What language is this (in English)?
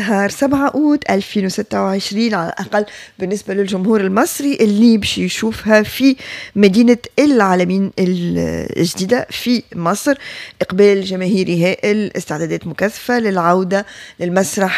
Tunisian Arabic